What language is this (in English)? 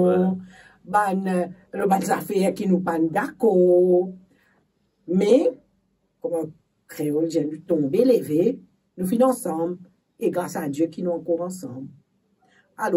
Morisyen